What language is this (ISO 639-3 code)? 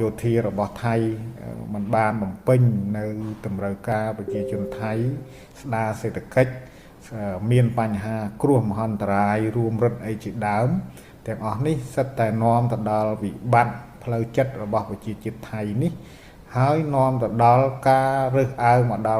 khm